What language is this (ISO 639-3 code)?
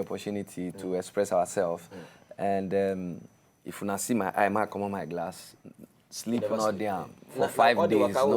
pcm